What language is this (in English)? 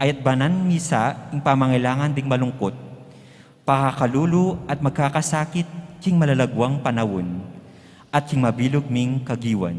Pampanga